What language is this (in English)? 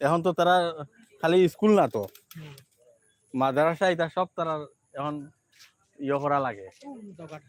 Sylheti